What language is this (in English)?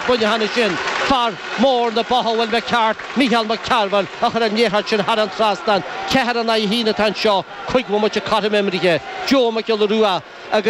Irish